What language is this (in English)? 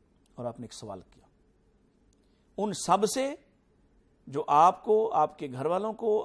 Urdu